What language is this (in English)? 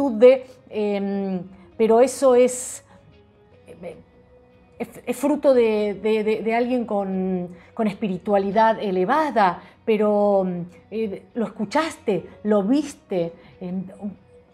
Spanish